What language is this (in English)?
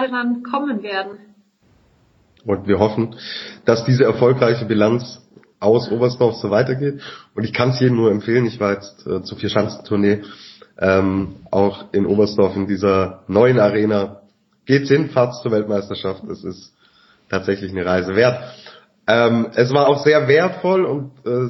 German